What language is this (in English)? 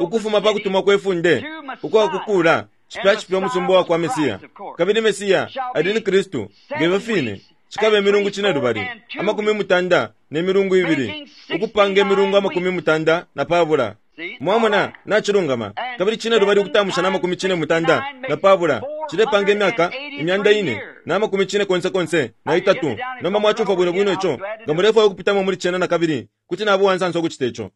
Bemba